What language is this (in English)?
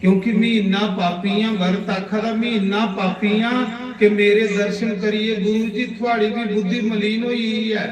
Dogri